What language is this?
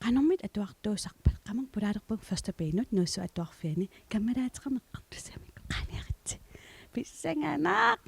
Kalaallisut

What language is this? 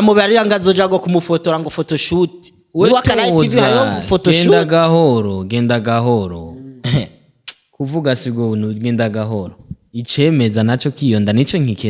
Rundi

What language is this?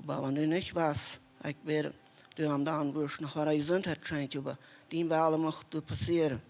Plautdietsch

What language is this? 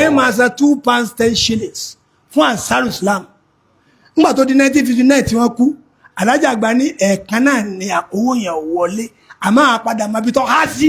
Yoruba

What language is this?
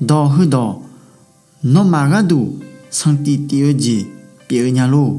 Akha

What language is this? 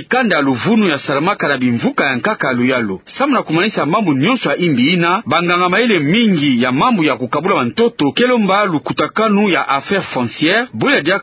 Kituba (Democratic Republic of Congo)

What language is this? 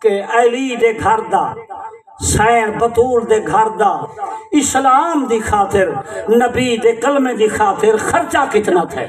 Saraiki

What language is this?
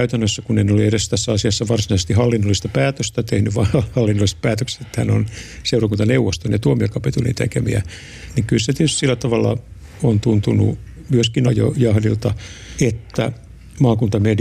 Finnish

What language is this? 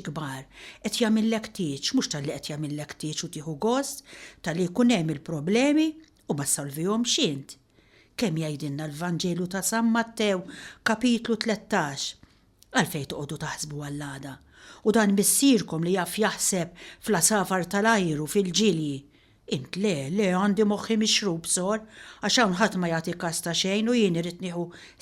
Maltese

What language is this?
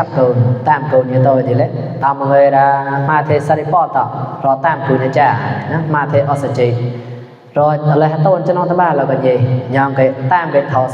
Mon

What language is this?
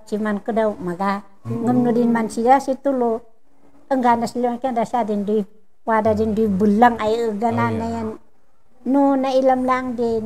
Kankanaey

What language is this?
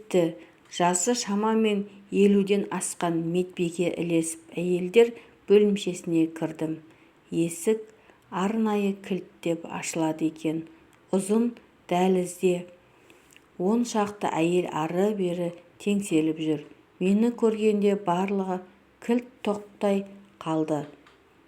Kazakh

